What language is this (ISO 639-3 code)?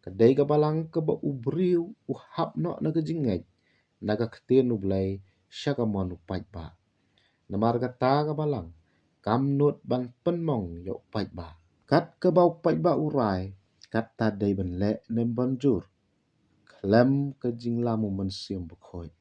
kha